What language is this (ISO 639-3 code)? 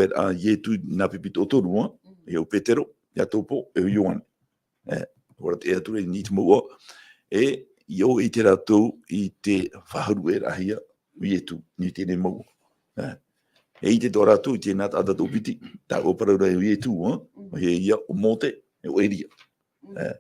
tah